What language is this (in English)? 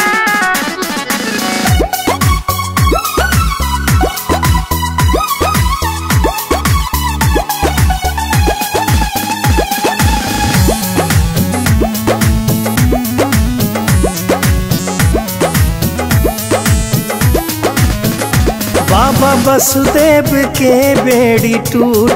Bhojpuri